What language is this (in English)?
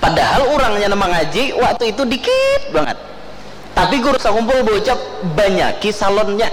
Banjar